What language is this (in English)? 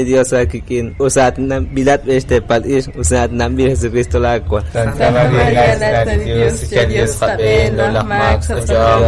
Kekchí